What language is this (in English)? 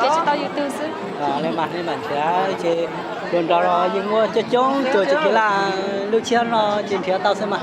Hmong